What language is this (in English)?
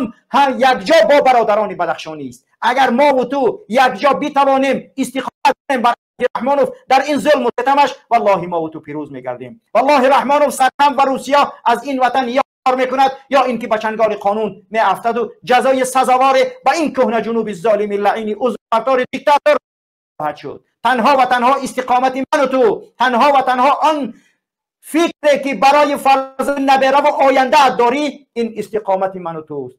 Tajik